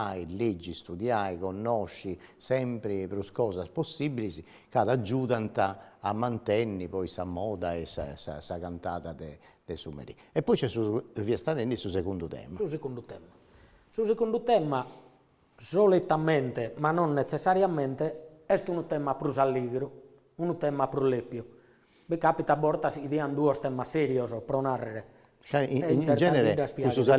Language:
Sardinian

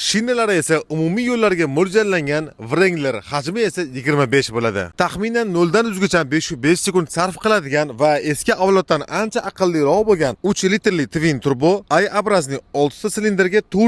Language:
Uzbek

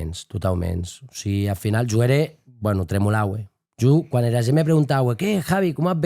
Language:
Occitan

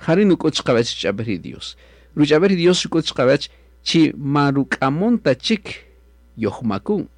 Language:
Kaqchikel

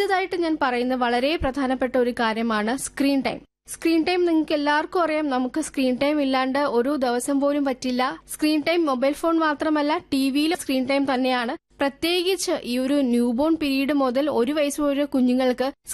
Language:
Malayalam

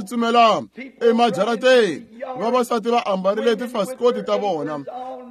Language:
Tsonga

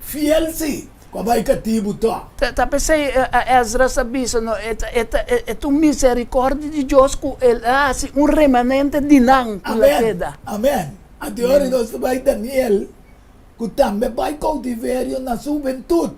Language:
Papiamento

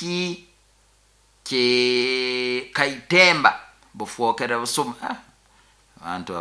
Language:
Nyoro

